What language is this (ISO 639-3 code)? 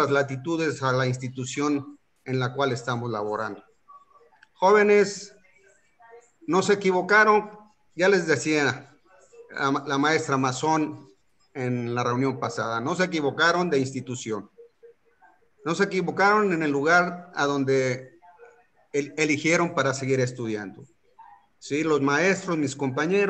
spa